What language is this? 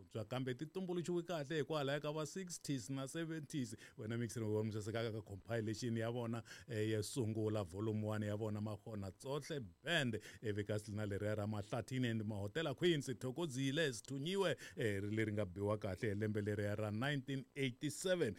Tsonga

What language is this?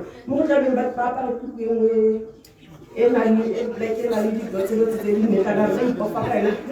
Tswana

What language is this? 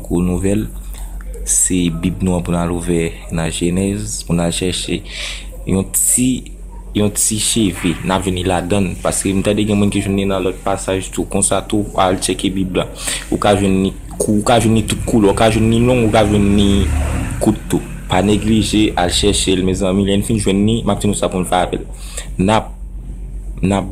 Haitian Creole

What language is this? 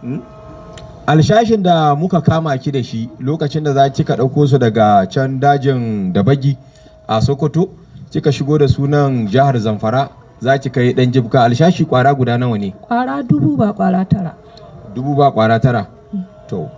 Hausa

